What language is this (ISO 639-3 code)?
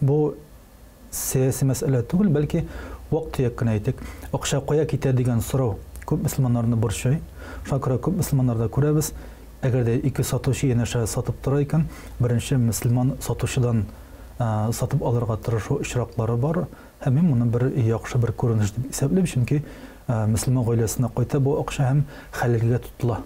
tat